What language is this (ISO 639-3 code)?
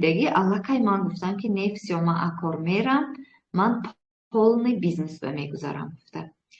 tgk